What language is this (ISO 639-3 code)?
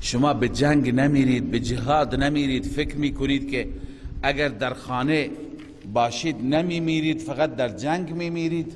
fas